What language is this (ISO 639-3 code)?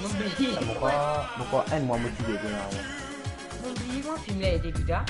mfe